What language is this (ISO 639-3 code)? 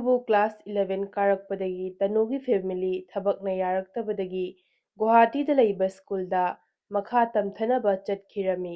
mni